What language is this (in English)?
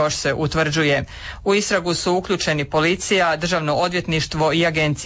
Croatian